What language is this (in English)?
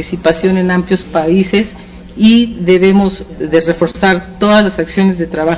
Spanish